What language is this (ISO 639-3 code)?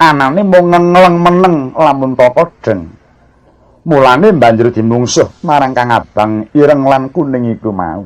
jav